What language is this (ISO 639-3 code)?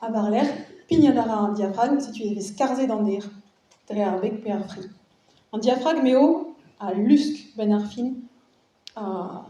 bre